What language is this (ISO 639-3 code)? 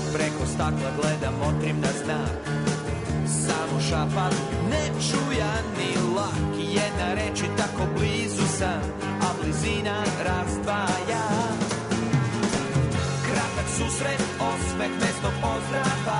srp